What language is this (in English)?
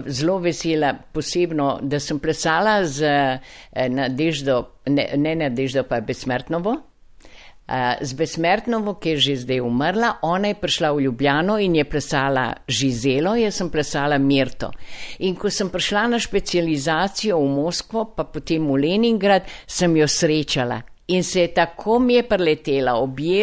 Slovenian